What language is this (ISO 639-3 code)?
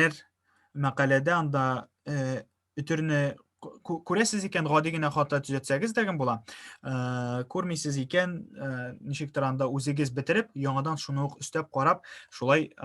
tat